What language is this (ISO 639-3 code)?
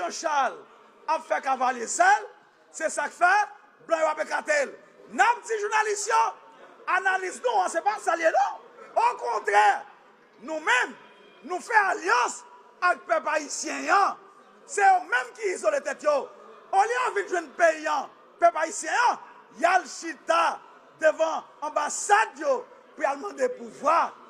hat